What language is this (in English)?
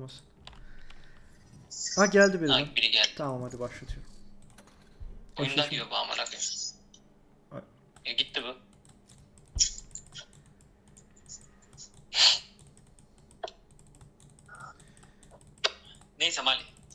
Turkish